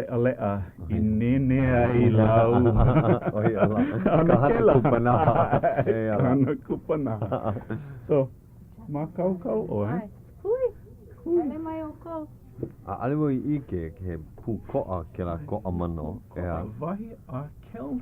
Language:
Hawaiian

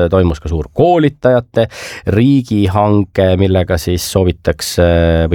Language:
Estonian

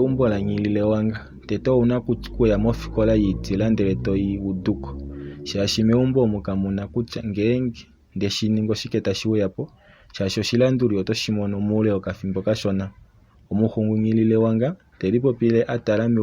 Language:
Kuanyama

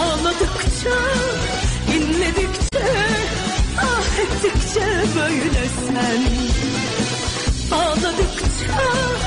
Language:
Turkish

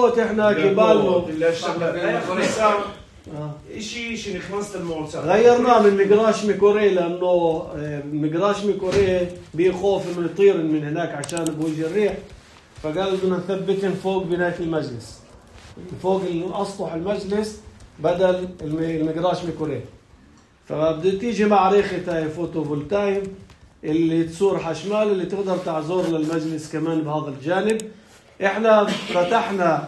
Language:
North Levantine Arabic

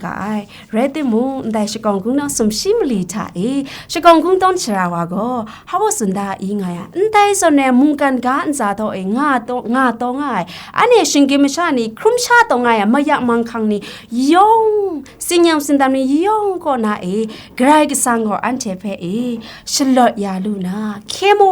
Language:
Kachin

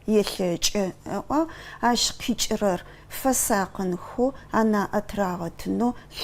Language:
Adyghe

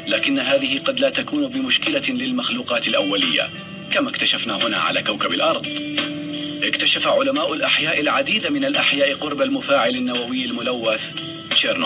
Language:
Arabic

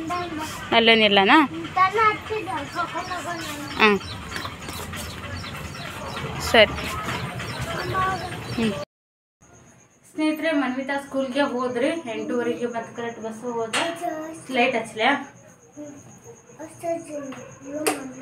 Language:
Kannada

